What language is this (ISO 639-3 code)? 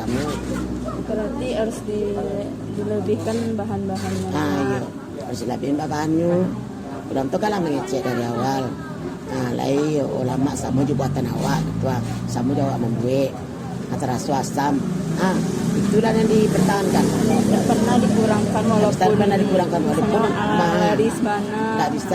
min